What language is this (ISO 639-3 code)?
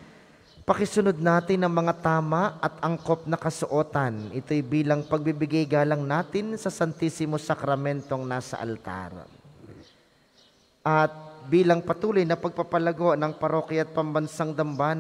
fil